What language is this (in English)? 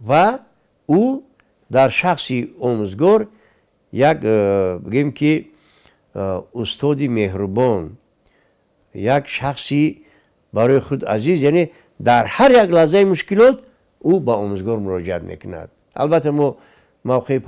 Tajik